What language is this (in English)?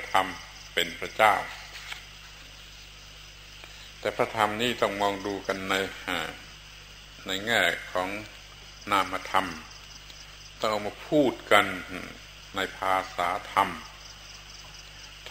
Thai